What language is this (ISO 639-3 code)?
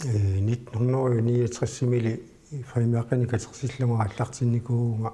kal